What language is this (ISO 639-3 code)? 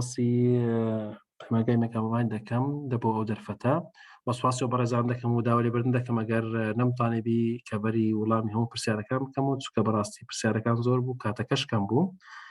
ckb